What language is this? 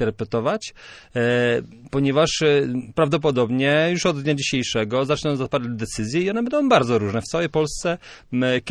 Polish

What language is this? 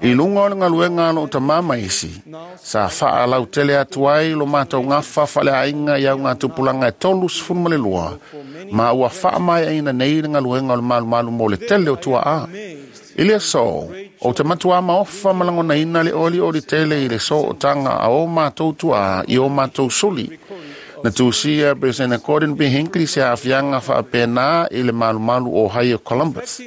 Samoan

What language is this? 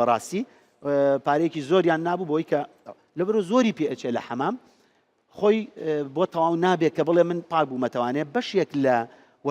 Central Kurdish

